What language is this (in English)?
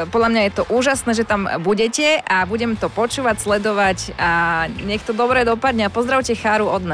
Slovak